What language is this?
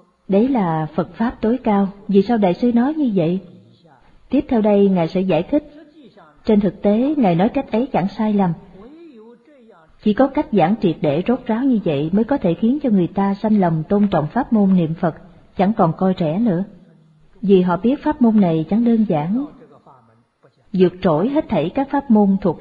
Vietnamese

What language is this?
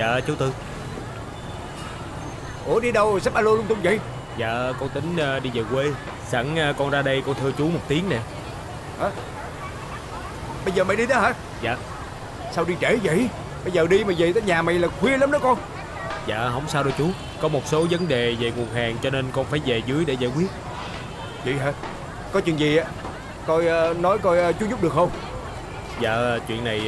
Vietnamese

